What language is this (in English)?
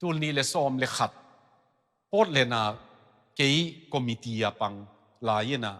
Tedim Chin